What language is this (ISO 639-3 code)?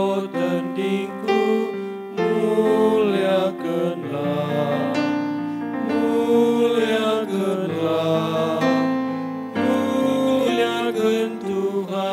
btx